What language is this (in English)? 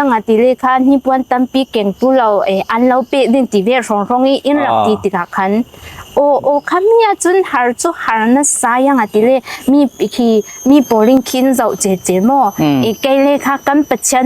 Falam Chin